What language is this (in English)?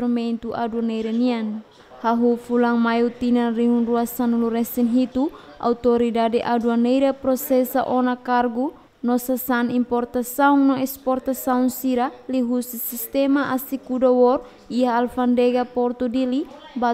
Tetum